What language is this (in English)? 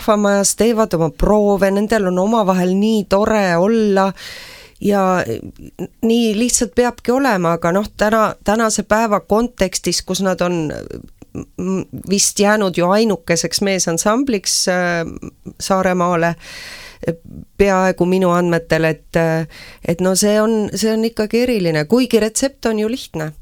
Estonian